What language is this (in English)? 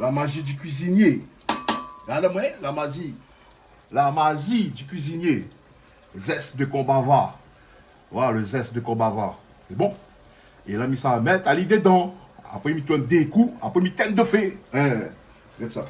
Réunion Creole French